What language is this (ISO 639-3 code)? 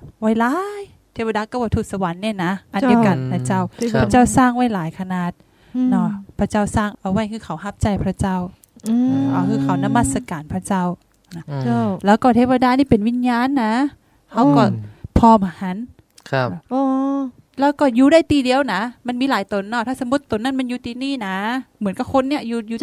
tha